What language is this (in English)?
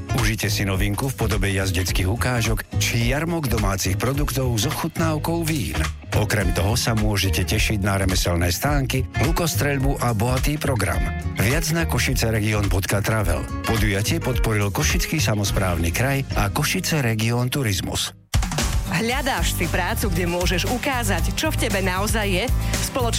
Slovak